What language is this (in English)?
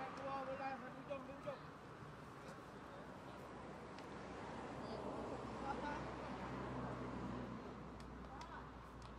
Malay